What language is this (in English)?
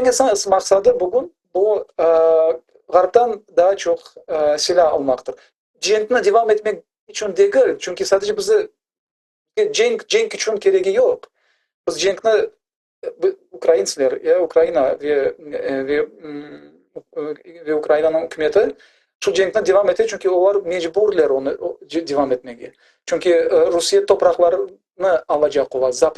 Crimean Tatar